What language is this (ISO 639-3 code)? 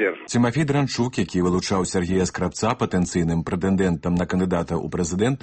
bel